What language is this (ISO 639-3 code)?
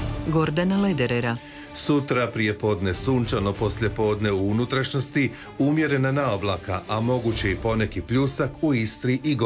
hrv